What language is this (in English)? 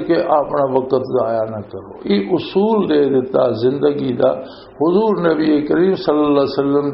Western Panjabi